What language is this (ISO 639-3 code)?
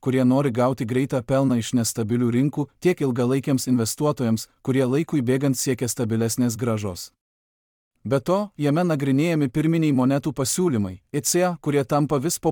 lit